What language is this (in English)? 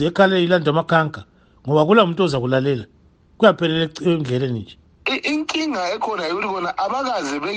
North Ndebele